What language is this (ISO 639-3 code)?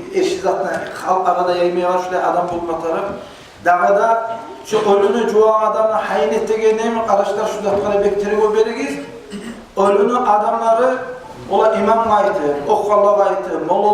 kum